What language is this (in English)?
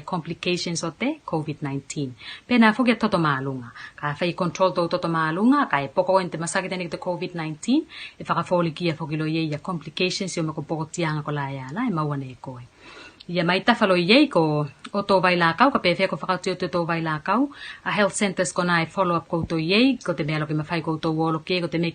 Tuvalu